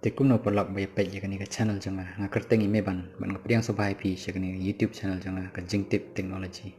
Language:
Khasi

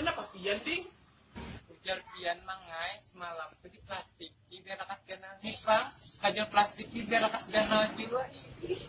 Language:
Banjar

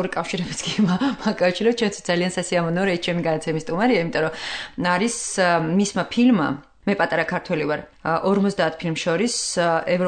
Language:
Georgian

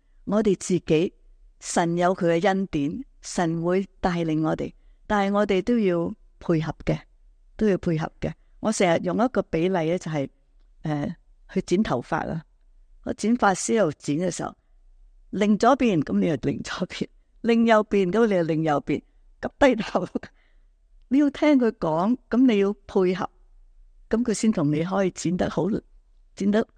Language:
Cantonese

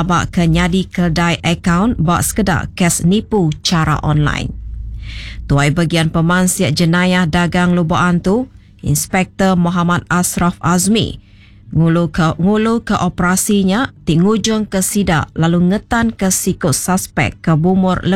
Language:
Iban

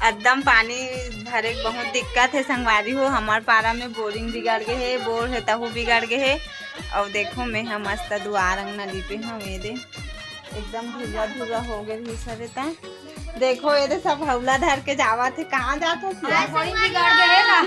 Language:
Chhattisgarhi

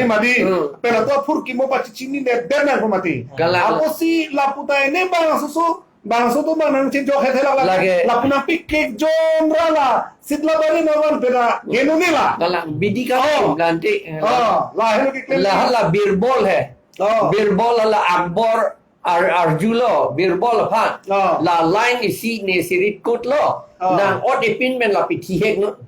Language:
Karbi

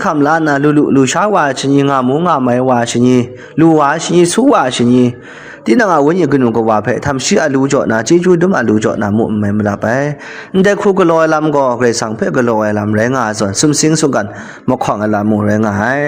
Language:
Kachin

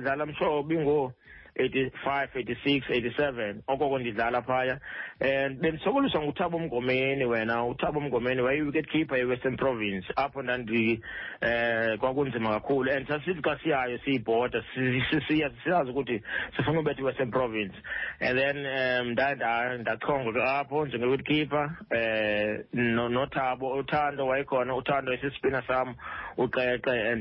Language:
Xhosa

